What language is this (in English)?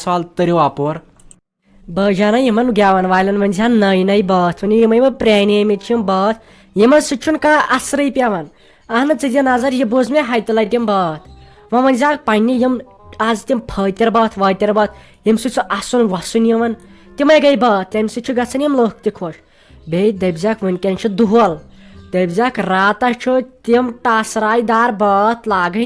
Kashmiri